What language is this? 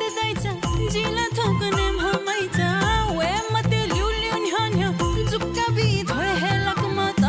Newari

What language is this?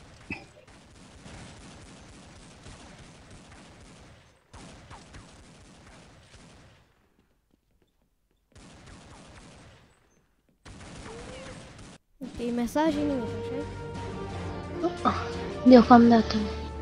Romanian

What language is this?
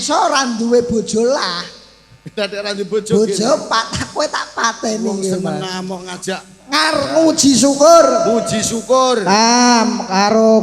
Javanese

